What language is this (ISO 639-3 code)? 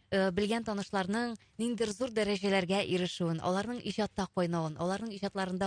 tat